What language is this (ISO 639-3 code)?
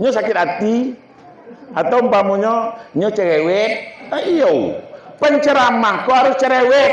min